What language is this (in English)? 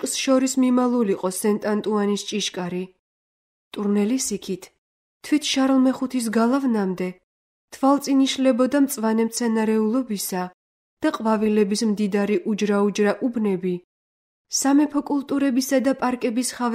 Georgian